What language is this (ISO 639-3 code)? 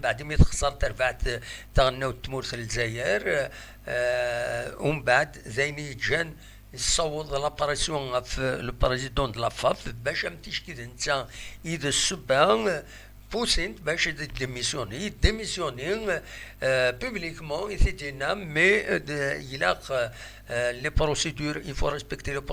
kab